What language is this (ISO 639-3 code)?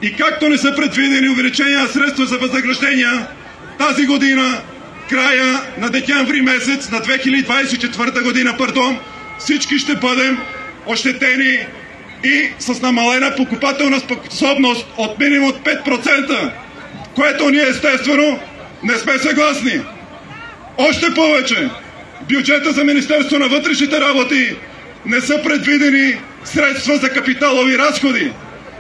bul